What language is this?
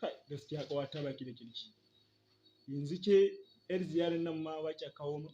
Hausa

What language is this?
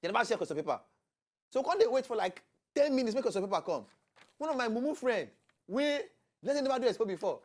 Nigerian Pidgin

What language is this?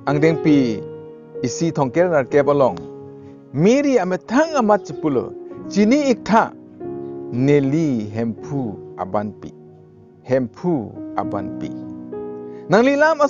Karbi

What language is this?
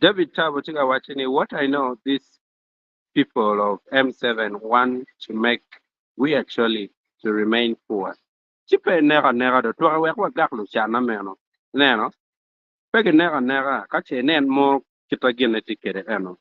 Acoli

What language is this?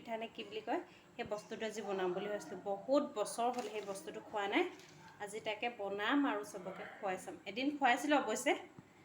Assamese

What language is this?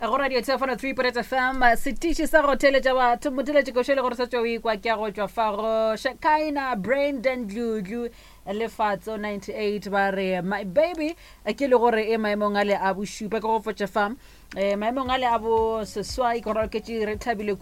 Northern Sotho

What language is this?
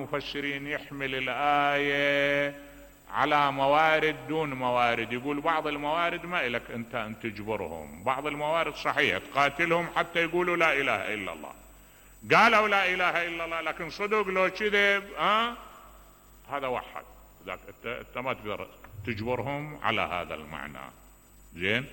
Mesopotamian Arabic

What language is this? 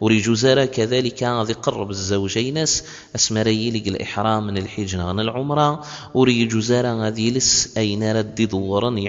Kabyle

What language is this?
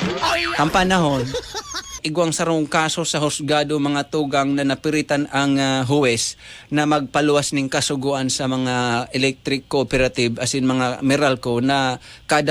Bikol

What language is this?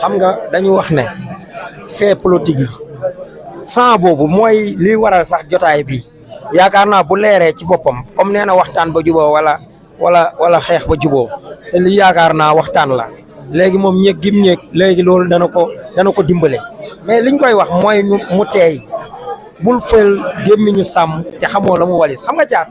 Wolof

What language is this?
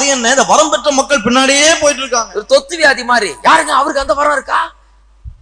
Tamil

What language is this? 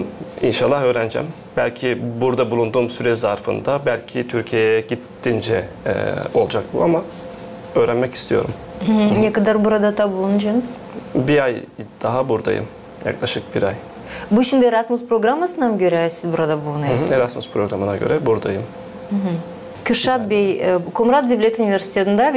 Gagauz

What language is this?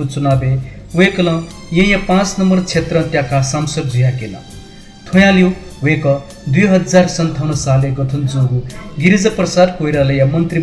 Newari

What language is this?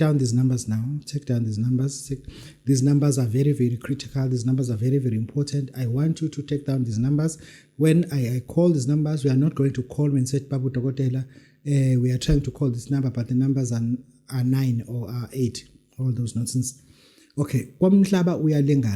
Zulu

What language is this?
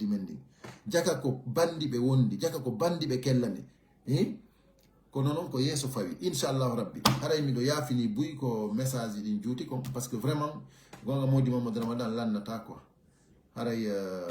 Pular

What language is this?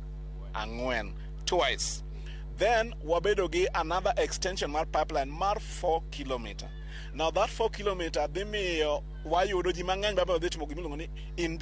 Luo (Kenya and Tanzania)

